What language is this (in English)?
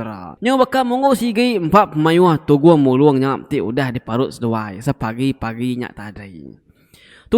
Iban